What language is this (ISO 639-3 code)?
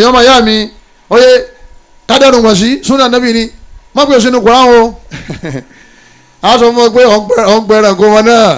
yor